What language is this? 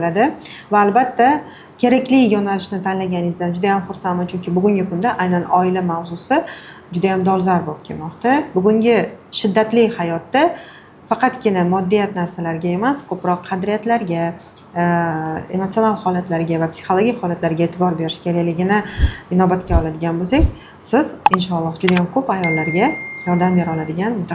Uzbek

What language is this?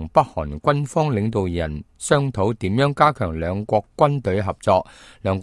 Cantonese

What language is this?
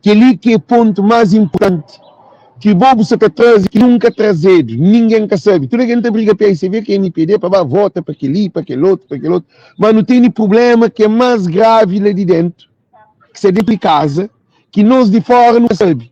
Kabuverdianu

